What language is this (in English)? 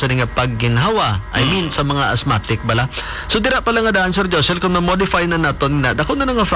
Hiligaynon